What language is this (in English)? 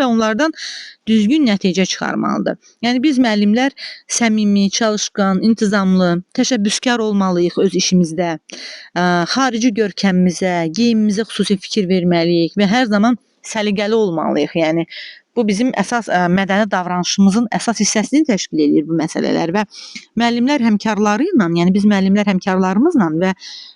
Azerbaijani